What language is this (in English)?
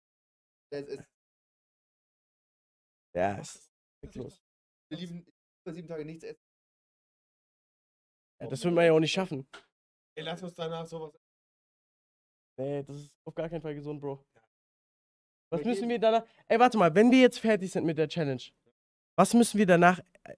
German